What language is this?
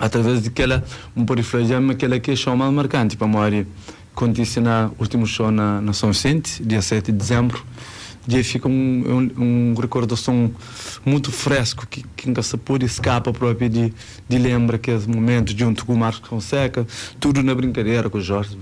Kabuverdianu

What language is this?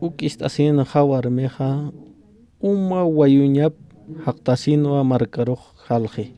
Aymara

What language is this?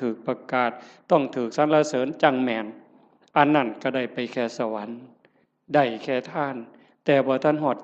Northeastern Thai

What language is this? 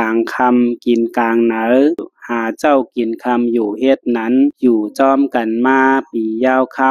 Shan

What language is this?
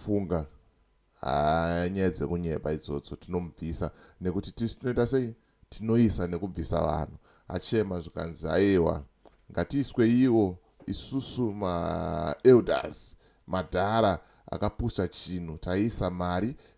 Shona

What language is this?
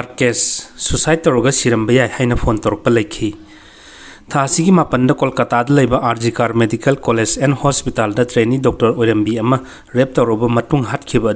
Manipuri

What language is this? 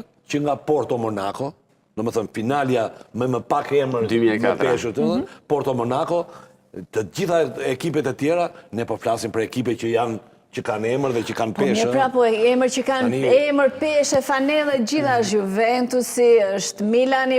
Albanian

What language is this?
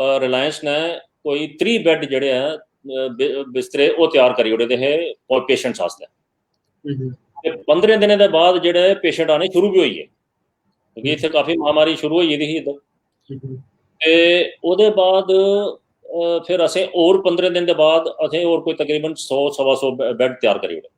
Dogri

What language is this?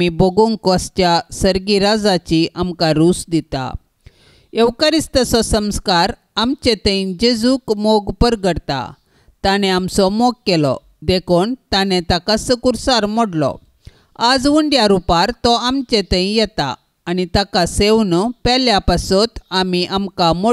Konkani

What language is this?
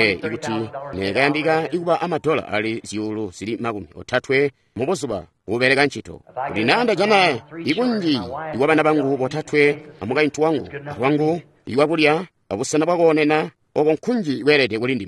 Tonga (Zambia)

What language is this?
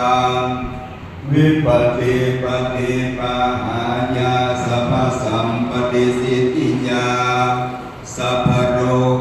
Pali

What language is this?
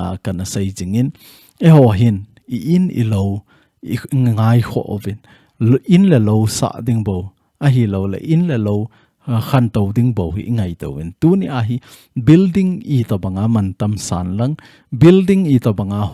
Thado Chin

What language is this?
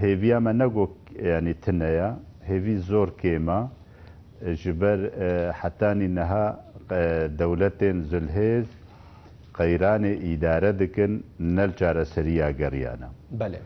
Kurdish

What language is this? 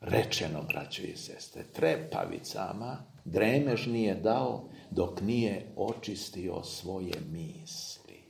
Serbian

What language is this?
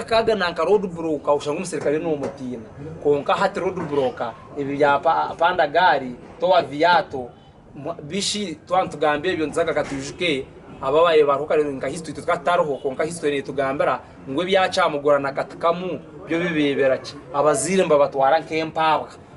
Nyankole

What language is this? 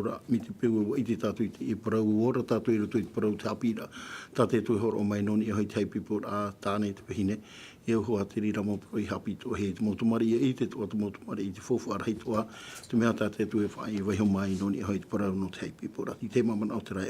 Tahitian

